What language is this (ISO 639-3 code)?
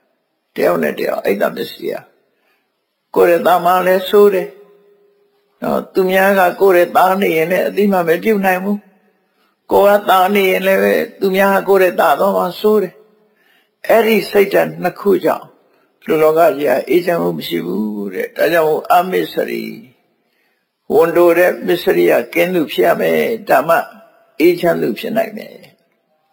mya